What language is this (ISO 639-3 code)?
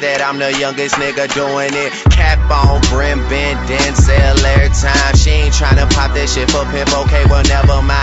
eng